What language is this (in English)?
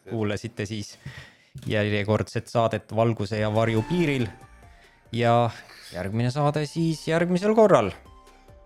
Estonian